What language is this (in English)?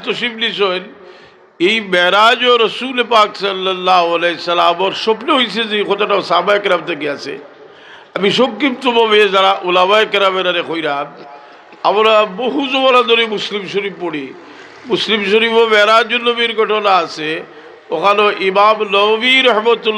Sylheti